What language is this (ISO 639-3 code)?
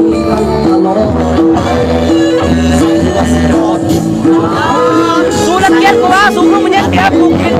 lao